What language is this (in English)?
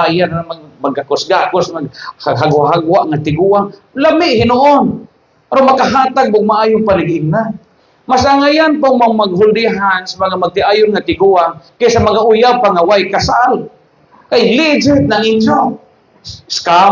Cebuano